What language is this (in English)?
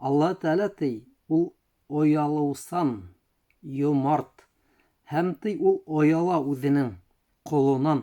Bashkir